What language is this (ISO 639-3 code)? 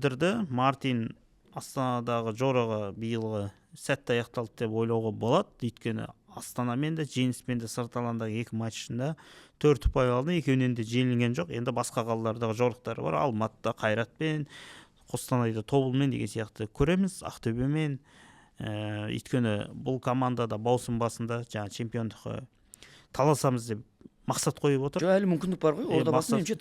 kaz